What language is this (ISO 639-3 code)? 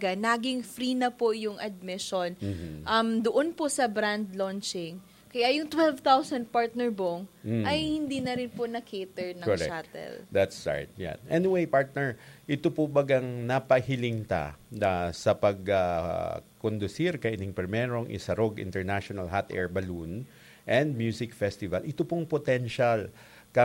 bik